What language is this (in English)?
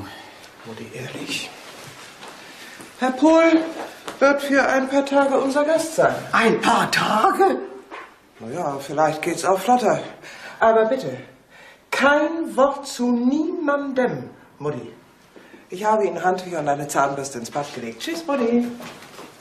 German